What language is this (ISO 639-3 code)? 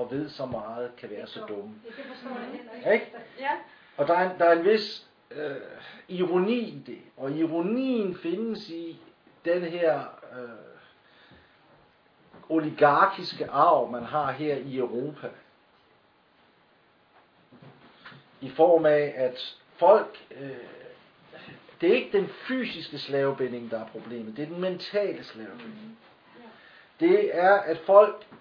dan